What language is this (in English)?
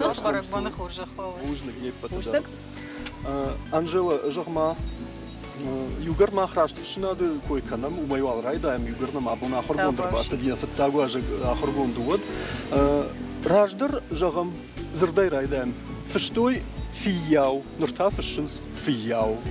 Ossetic